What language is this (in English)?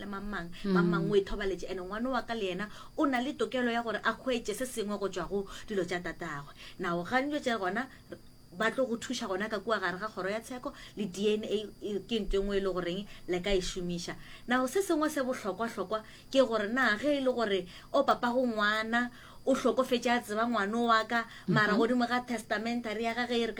Northern Sotho